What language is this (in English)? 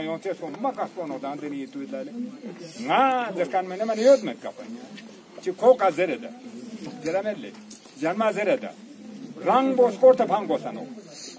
Ladakhi